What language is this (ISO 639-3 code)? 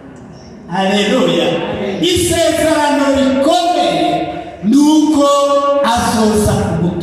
run